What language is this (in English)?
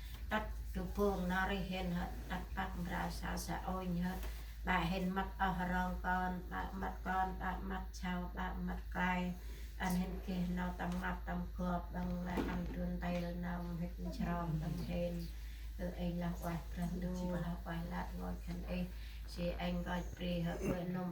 Central Mnong